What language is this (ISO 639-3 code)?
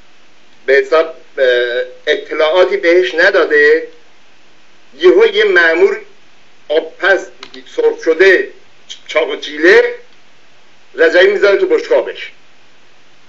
fas